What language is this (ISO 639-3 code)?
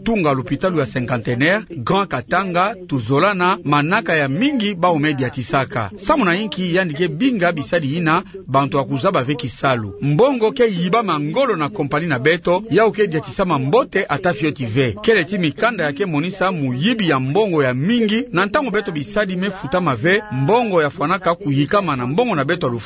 ktu